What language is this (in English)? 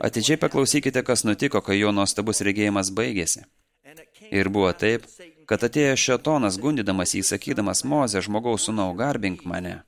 Lithuanian